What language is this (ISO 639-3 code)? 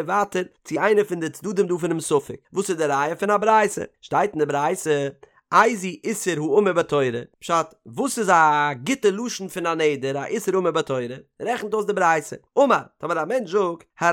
yid